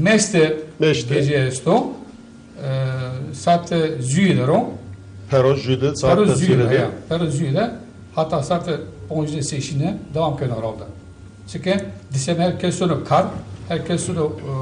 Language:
Zaza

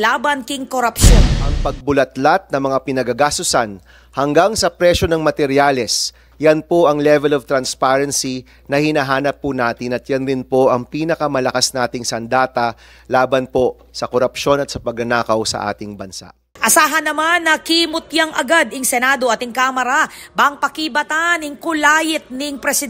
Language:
Pampanga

